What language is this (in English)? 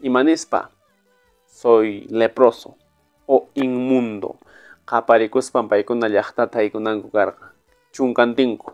Quechua